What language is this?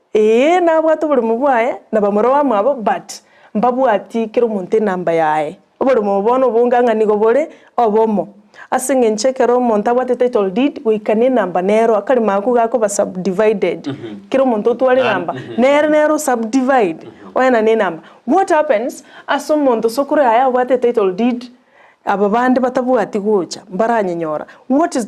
Gusii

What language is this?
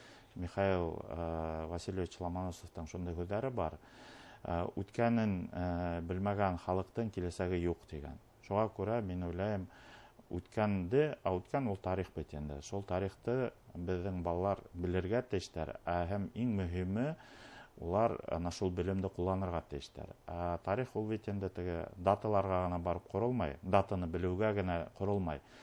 Bashkir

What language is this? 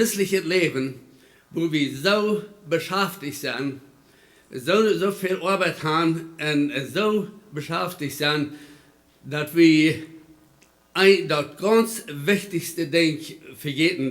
Plautdietsch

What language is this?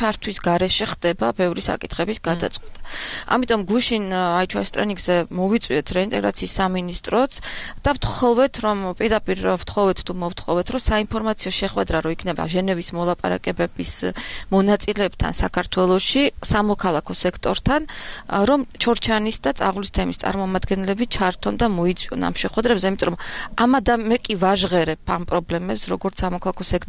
Georgian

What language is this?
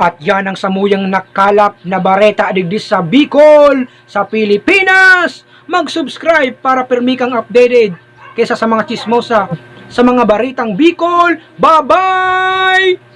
Bikol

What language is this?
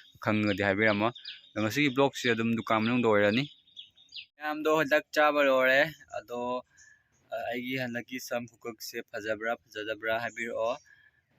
Manipuri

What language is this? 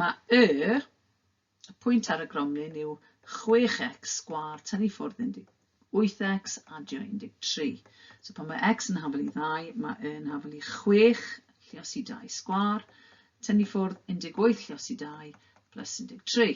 Welsh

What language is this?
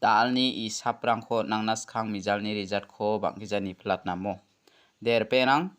Garo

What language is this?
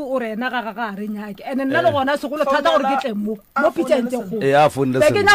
Northern Sotho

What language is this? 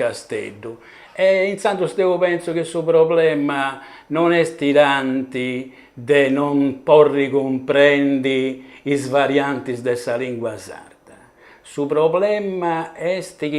Sardinian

